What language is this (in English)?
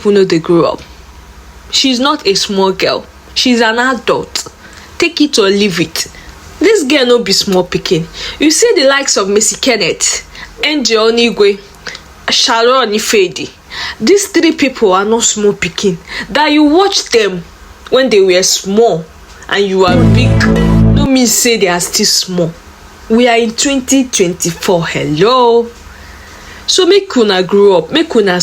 Nigerian Pidgin